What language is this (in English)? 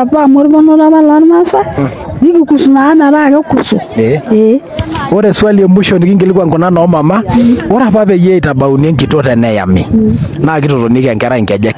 Masai